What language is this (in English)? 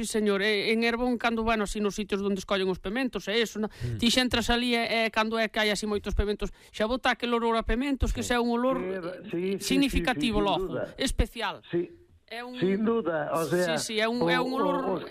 Galician